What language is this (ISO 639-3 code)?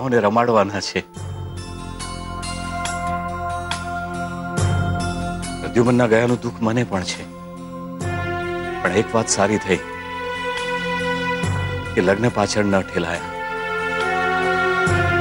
guj